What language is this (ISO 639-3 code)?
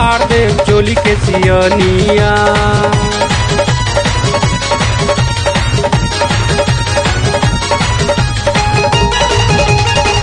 bho